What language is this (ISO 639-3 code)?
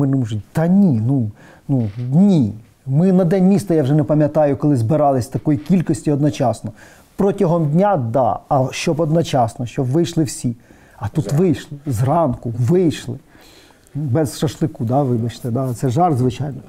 ukr